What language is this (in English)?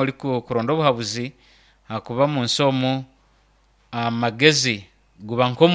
Nyankole